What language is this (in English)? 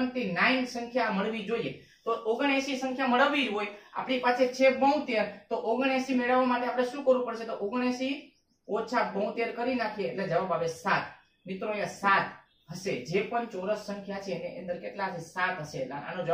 Gujarati